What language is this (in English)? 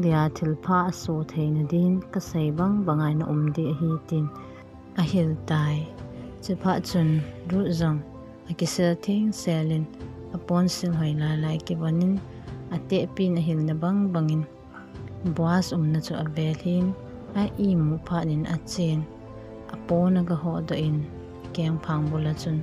Thado Chin